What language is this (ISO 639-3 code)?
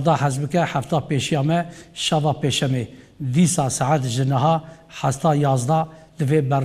kur